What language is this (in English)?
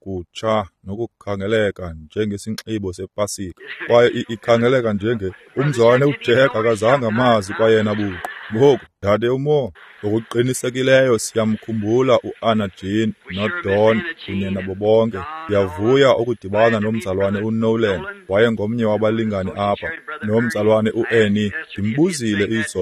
Xhosa